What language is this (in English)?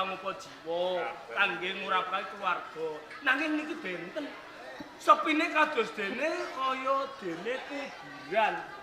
Javanese